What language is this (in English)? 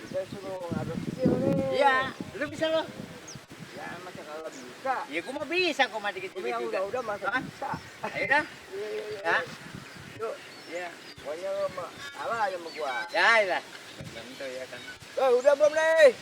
Betawi